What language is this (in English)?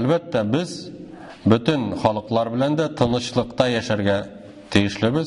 Tatar